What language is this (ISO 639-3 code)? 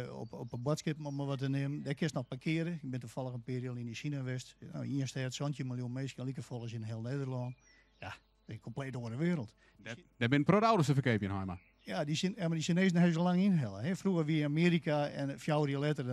fry